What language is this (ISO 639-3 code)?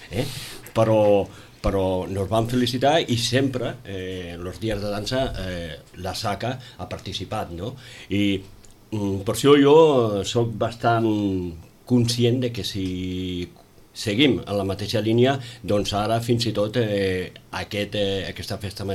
cat